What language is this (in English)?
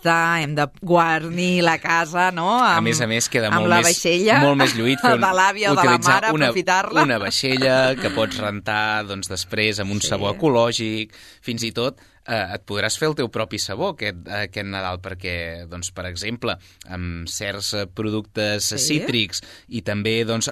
Catalan